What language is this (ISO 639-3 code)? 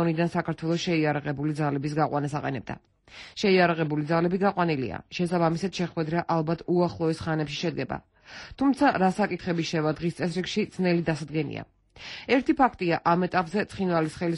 kat